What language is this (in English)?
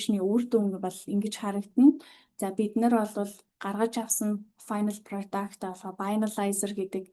Mongolian